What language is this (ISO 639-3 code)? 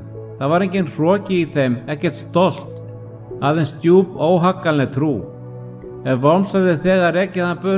isl